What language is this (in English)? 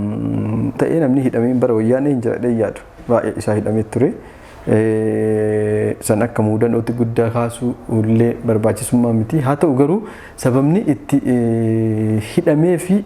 Oromo